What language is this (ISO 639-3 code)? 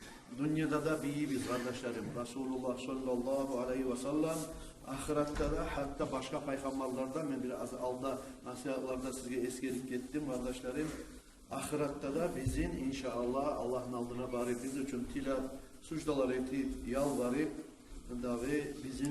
kum